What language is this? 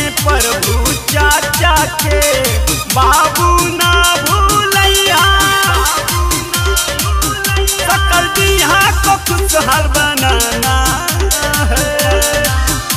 Bhojpuri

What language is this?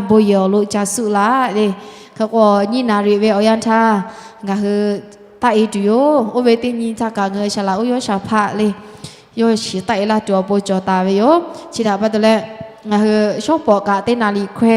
Lahu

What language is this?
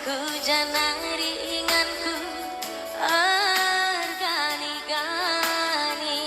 Batak Karo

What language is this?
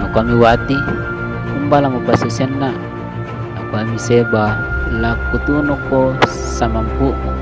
Toraja-Sa'dan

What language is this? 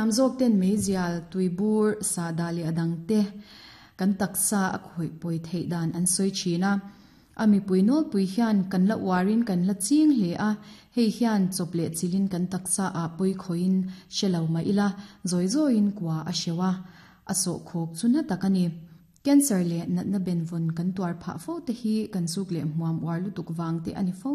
Mizo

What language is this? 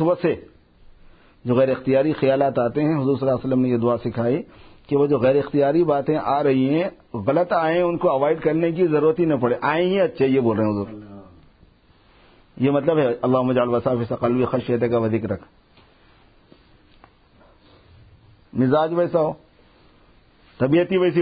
Urdu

